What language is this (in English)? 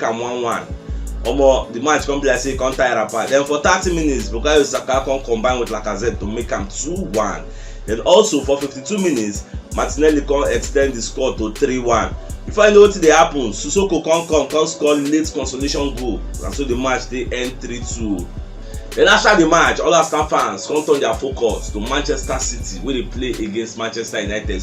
Nigerian Pidgin